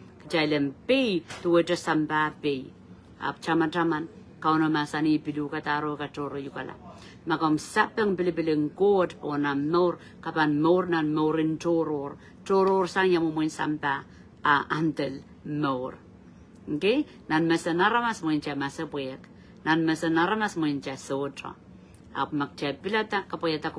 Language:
Pohnpeian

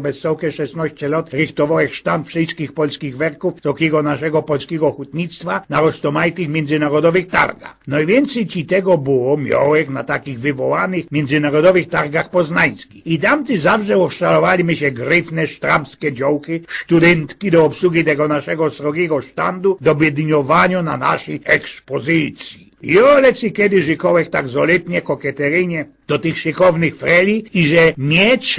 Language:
Silesian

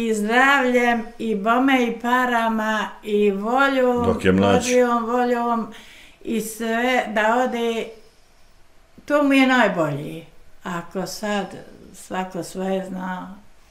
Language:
Bosnian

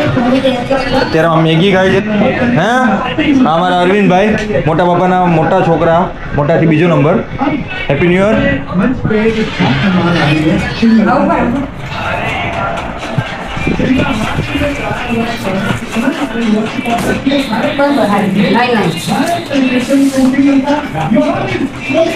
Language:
Gujarati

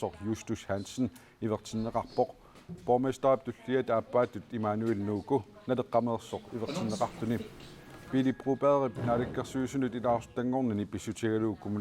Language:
Kalaallisut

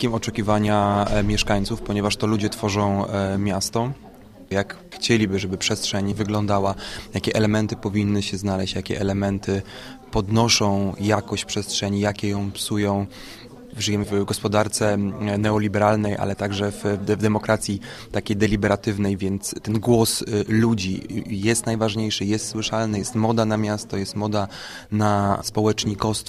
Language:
Polish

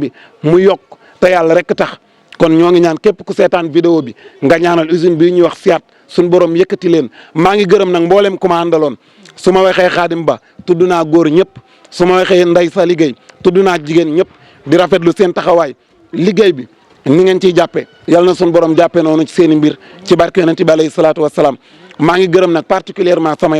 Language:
Wolof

